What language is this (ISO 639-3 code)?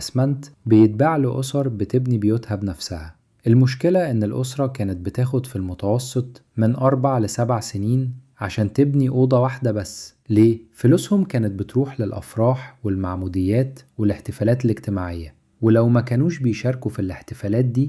arz